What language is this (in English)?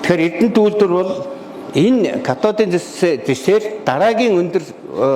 Mongolian